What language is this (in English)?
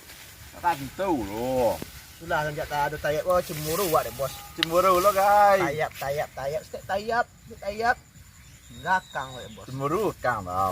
Minangkabau